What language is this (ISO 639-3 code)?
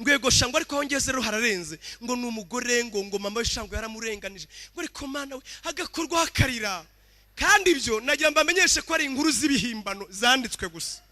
kin